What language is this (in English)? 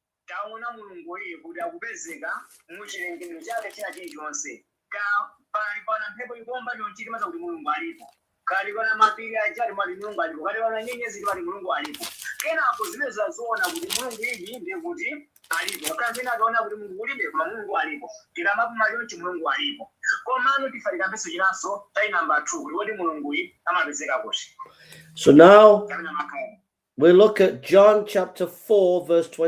Nyanja